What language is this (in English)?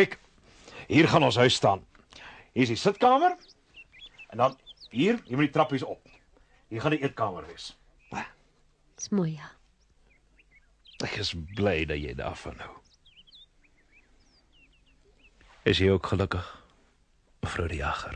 Afrikaans